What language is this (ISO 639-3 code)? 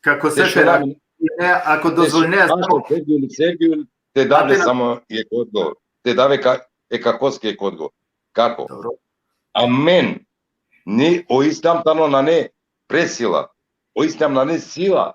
rmn